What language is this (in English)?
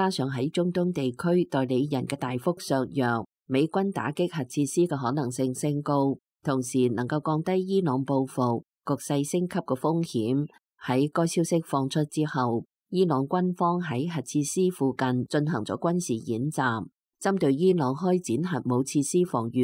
Cantonese